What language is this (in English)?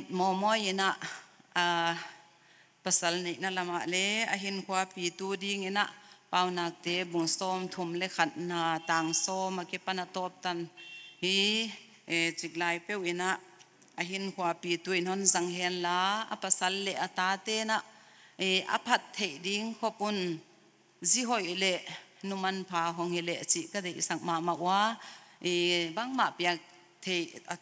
Paite Chin